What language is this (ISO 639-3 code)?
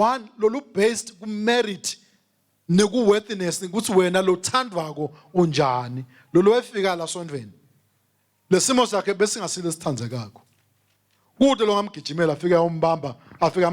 ssw